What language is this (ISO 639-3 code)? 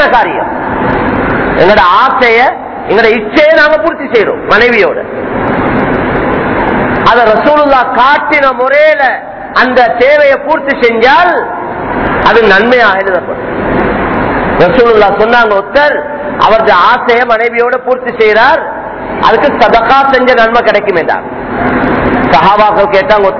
tam